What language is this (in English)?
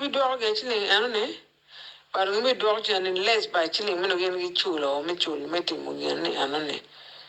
Acoli